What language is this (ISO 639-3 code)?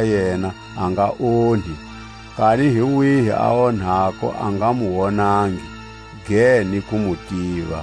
tsc